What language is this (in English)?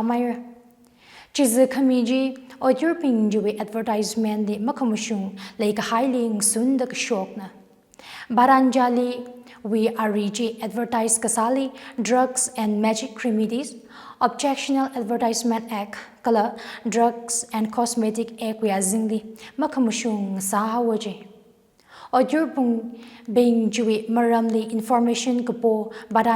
Tangkhul Naga (India)